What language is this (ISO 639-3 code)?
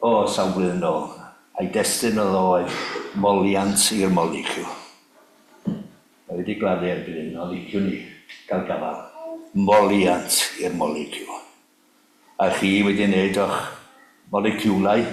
cym